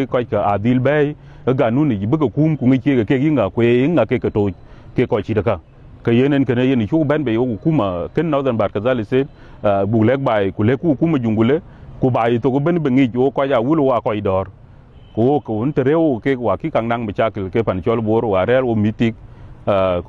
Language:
Dinka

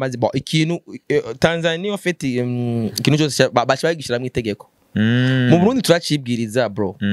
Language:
Rundi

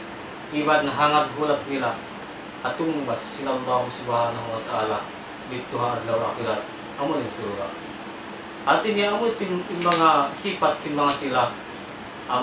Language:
Tausug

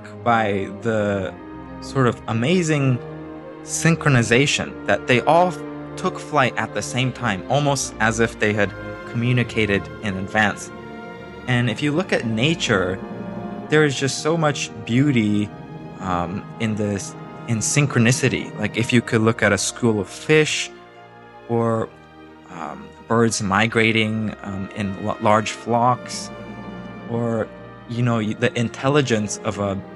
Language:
English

